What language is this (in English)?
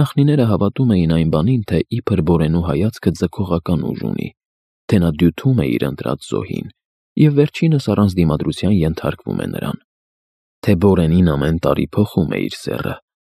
Armenian